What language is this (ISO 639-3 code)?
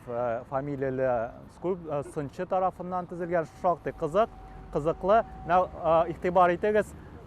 tat